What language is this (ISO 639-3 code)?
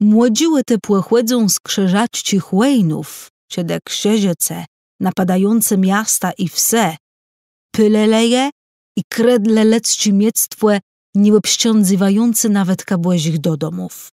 csb